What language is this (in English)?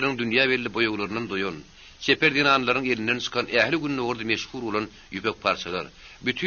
Turkmen